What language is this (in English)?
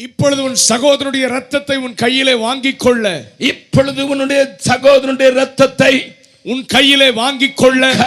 Tamil